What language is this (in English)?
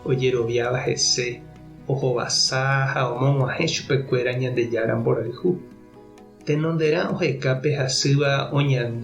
Guarani